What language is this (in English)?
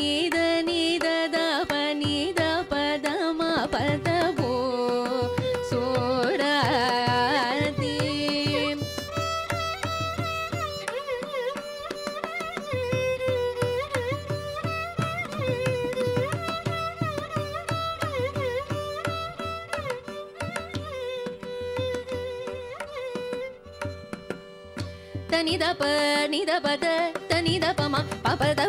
Tamil